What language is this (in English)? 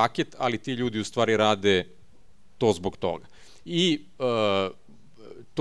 Serbian